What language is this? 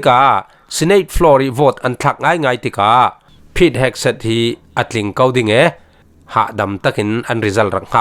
Falam Chin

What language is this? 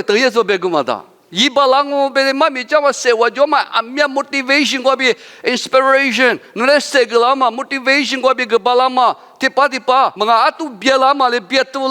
Lisu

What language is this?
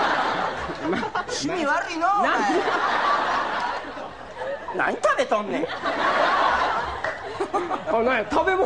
Japanese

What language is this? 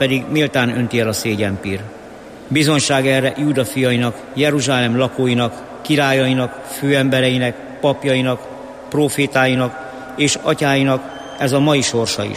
Hungarian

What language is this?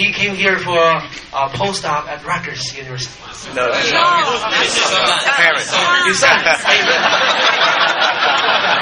English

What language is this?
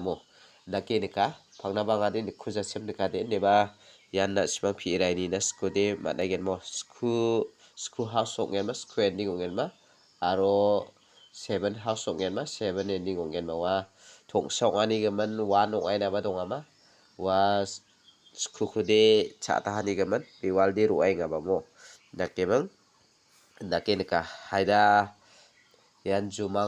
Garo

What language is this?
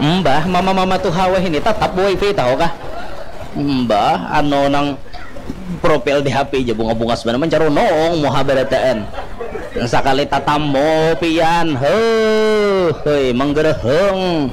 Banjar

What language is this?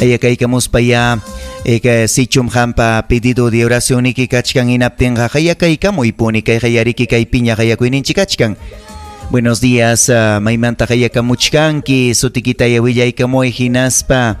Ayacucho Quechua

